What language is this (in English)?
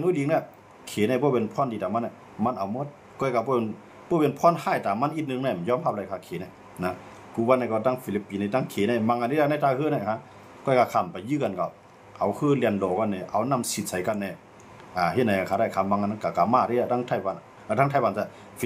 Shan